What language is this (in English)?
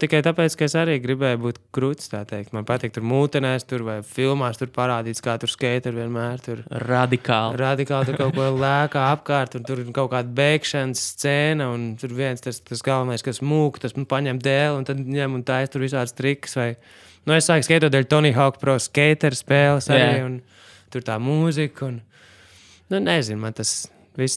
Latvian